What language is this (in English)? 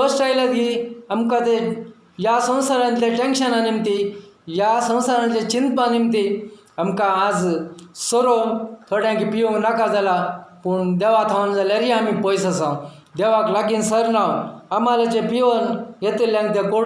Konkani